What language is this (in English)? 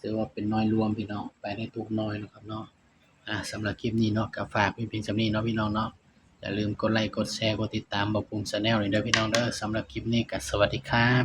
Northeastern Thai